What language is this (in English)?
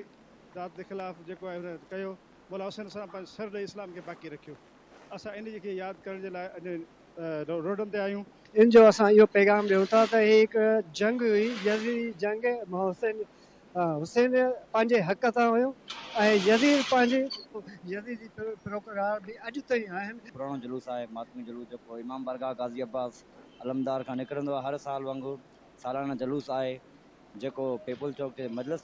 Sindhi